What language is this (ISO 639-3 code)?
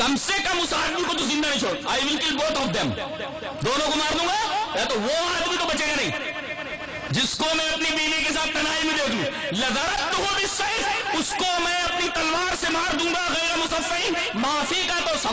urd